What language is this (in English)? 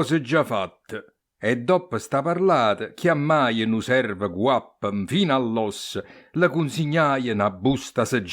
Neapolitan